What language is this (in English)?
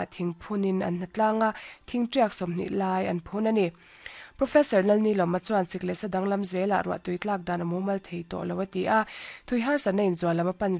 Mizo